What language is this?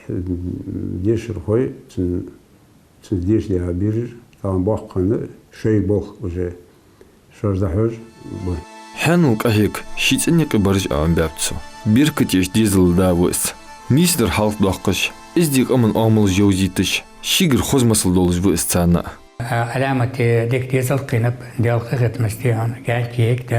Ingush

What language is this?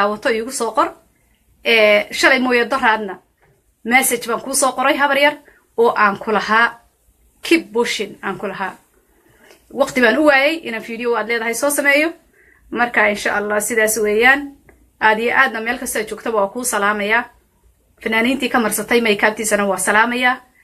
Somali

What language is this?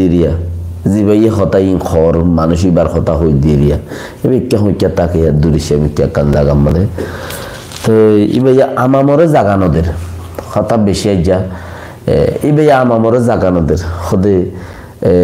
Rohingya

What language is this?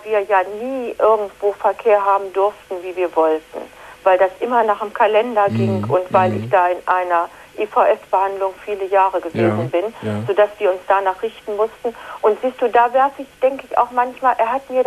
German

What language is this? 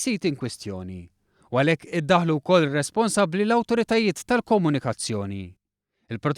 Maltese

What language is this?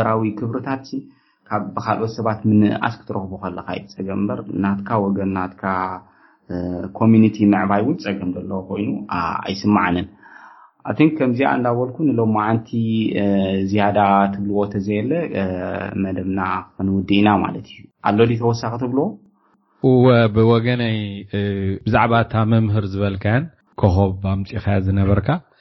Tigrinya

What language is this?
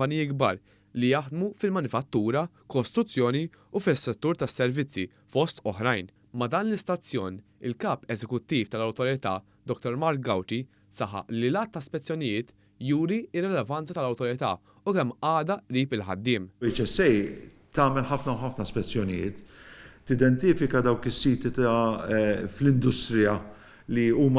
Maltese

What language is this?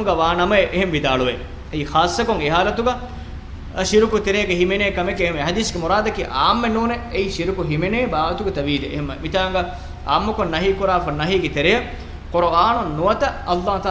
Divehi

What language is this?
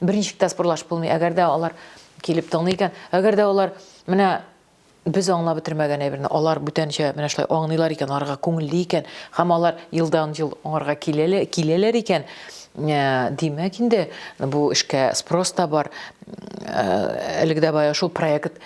Tatar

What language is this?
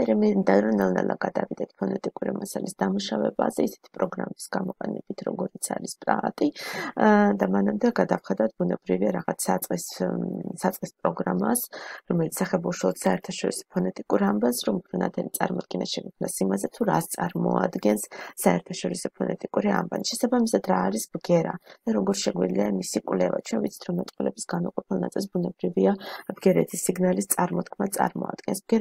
Georgian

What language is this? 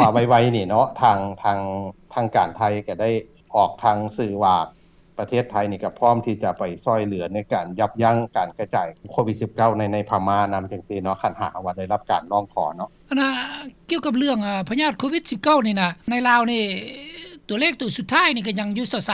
Lao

